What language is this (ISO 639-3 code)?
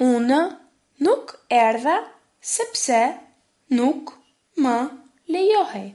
sqi